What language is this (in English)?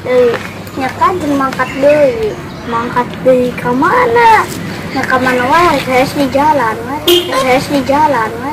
Sundanese